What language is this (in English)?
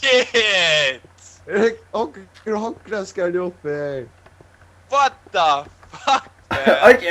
Faroese